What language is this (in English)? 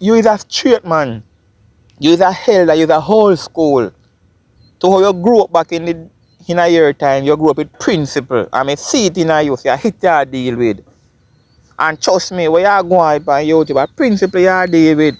Jamaican Creole English